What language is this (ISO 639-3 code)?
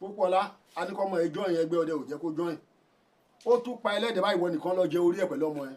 yor